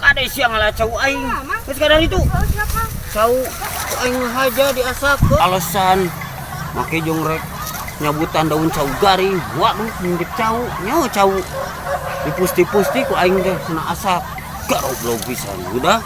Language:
Sundanese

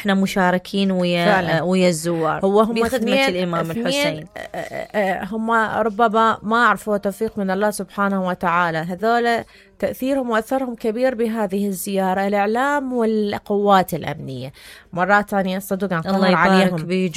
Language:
Mesopotamian Arabic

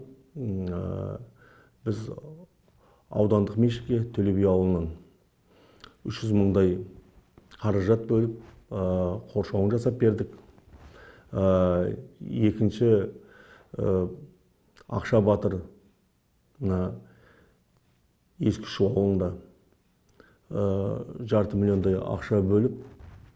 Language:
Kazakh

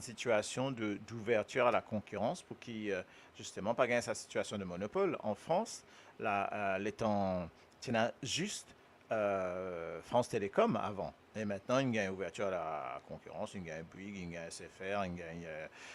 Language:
Morisyen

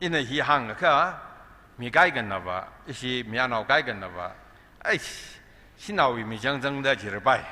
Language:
Tangkhul Naga (India)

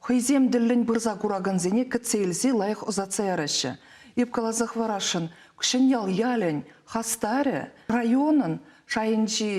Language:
Chuvash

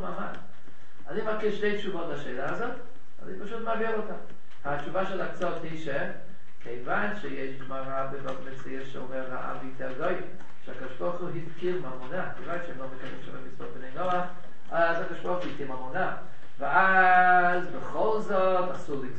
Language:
Hebrew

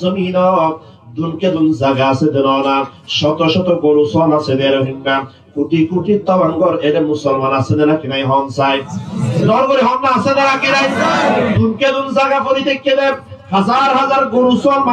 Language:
Rohingya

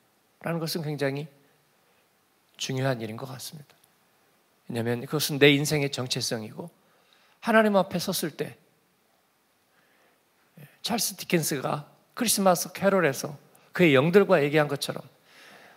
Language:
Korean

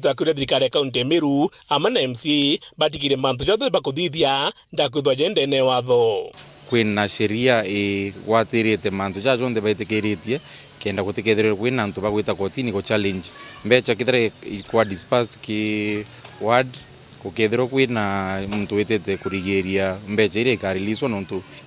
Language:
Meru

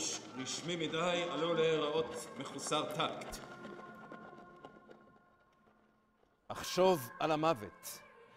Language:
Hebrew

